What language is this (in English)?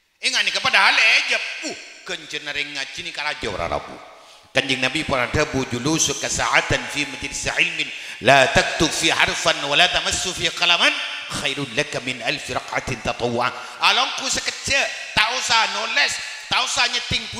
Madurese